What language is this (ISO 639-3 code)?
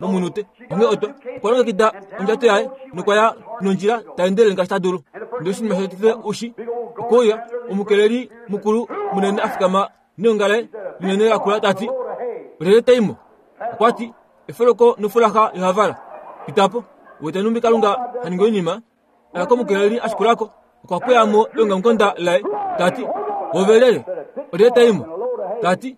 kua